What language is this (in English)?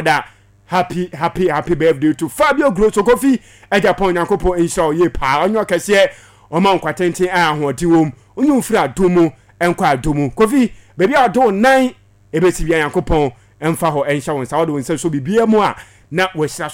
Akan